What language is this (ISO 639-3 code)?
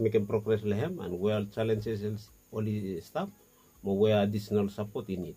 bis